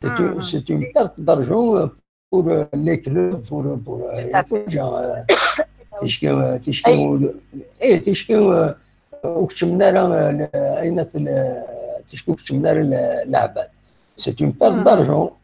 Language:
Kabyle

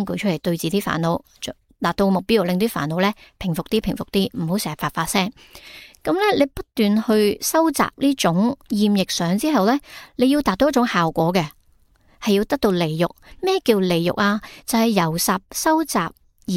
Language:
Cantonese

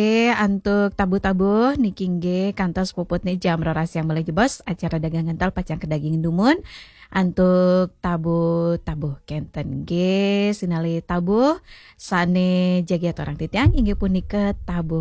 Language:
Balinese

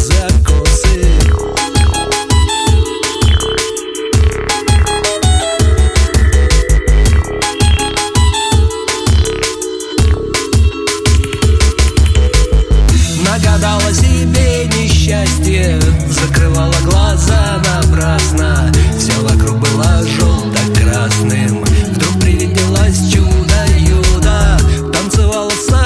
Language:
Russian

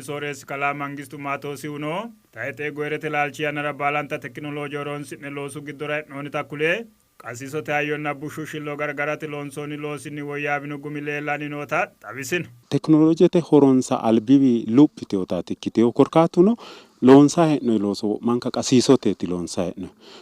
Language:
Sidamo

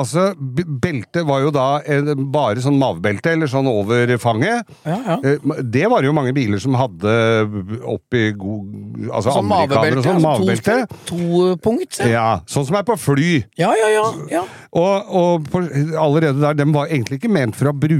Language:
Norwegian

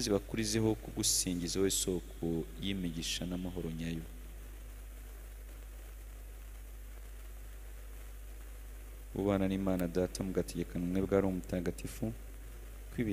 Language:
Kinyarwanda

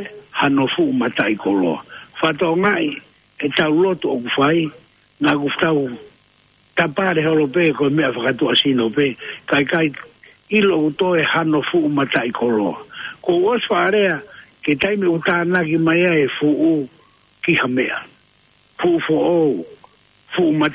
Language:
Tongan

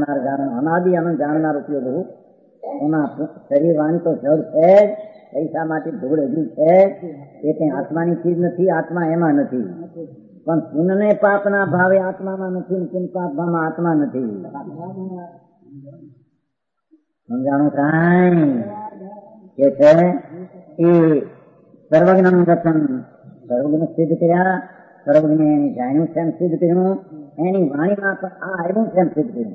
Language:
Gujarati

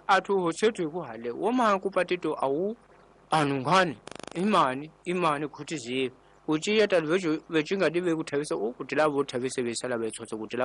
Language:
Tsonga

